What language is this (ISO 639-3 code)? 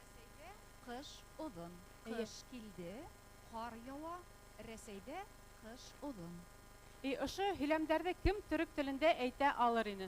bak